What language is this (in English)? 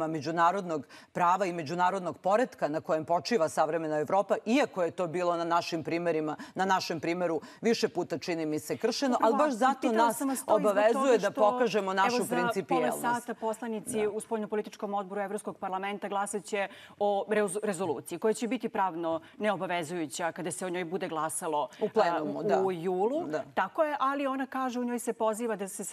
Serbian